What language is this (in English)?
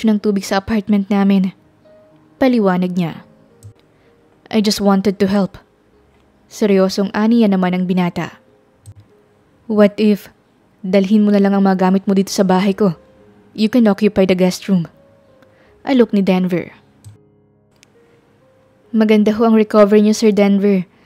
Filipino